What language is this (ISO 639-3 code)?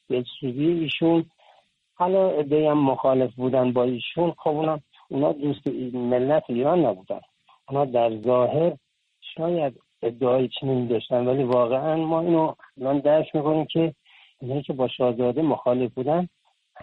fas